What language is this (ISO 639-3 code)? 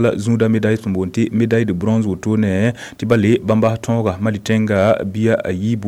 mos